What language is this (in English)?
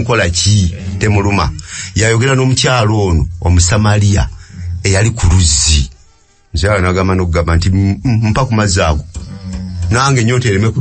Ganda